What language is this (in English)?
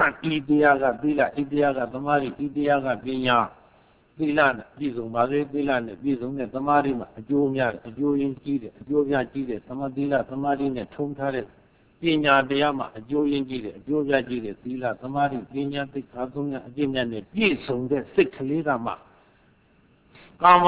Burmese